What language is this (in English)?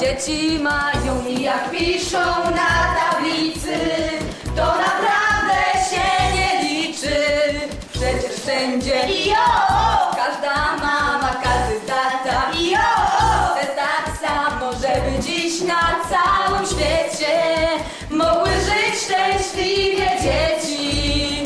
Silesian